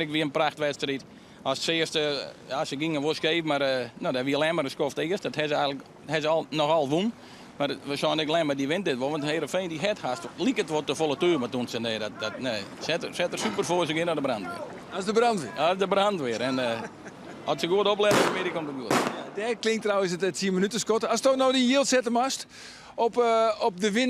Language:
Western Frisian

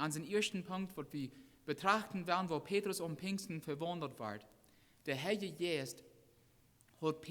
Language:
Plautdietsch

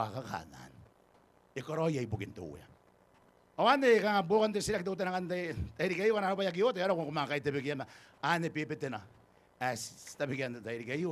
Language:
Gilbertese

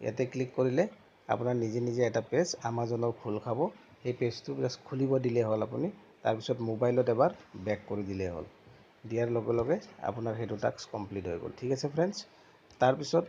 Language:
Assamese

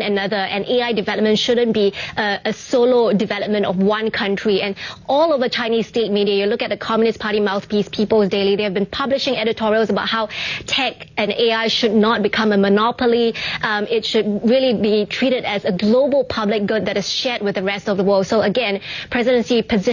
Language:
English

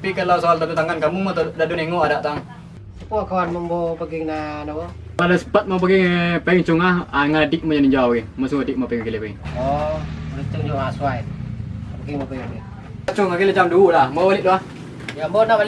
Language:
Minangkabau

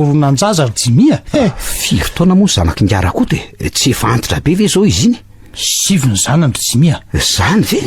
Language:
Malagasy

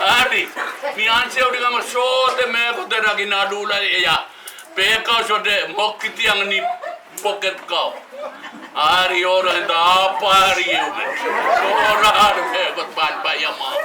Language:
Pohnpeian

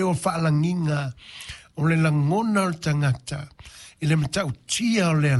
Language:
Samoan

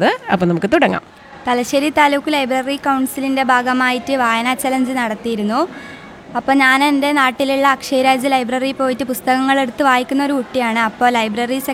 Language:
Malayalam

